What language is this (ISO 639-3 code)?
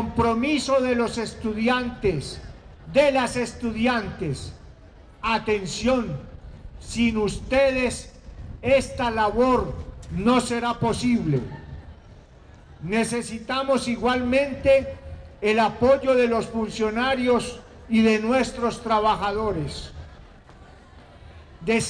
spa